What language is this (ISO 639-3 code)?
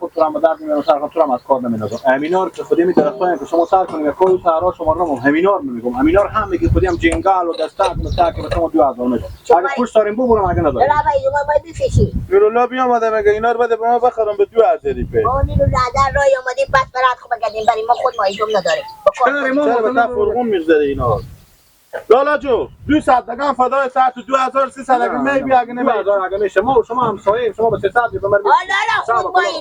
fas